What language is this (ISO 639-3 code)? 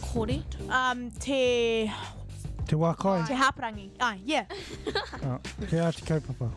mri